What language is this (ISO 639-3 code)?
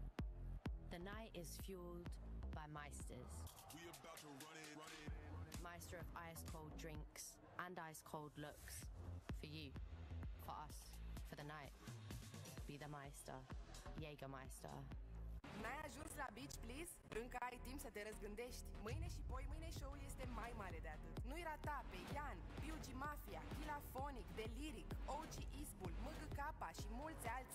ron